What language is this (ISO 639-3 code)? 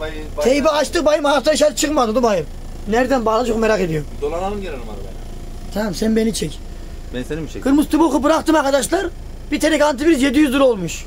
tur